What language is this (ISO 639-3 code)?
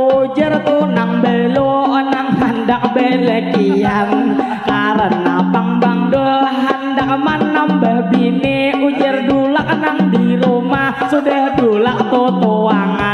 bjn